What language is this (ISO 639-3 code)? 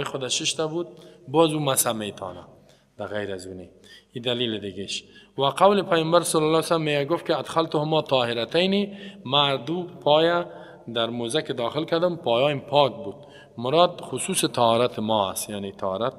fas